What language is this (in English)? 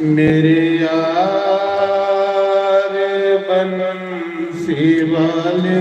Dogri